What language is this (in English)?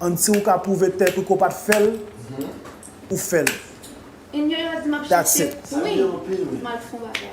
Haitian Creole